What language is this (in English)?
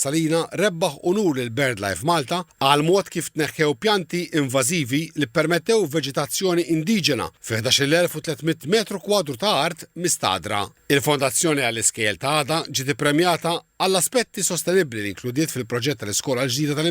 Maltese